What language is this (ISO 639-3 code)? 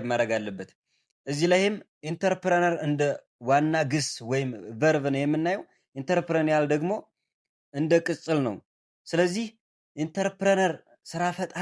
amh